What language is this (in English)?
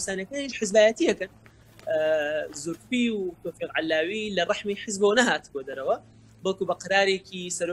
Central Kurdish